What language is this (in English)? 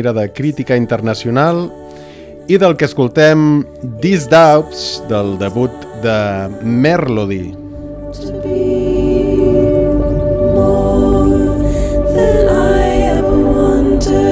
Catalan